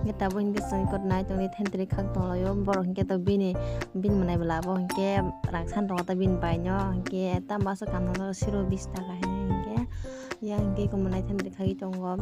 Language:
Kok Borok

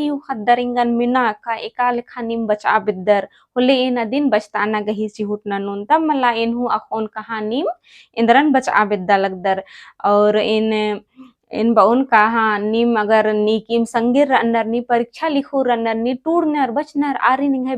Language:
Kurukh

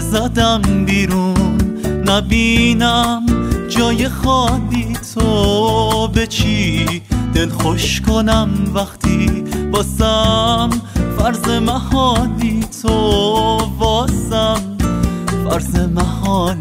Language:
Persian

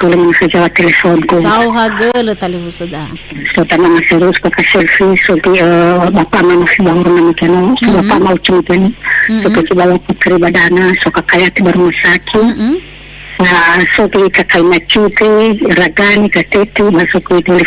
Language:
Nias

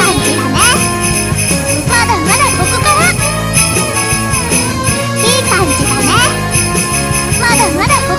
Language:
Japanese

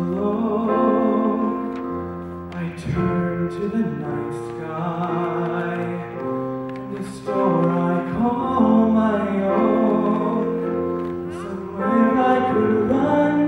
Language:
English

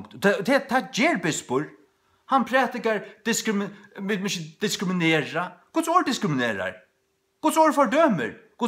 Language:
Faroese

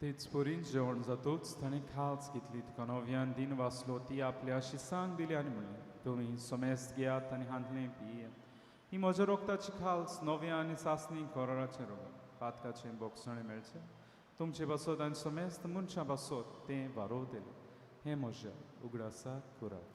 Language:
Konkani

